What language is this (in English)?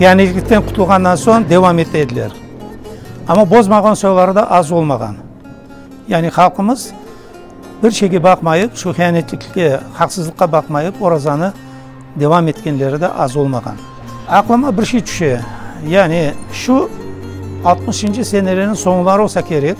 Crimean Tatar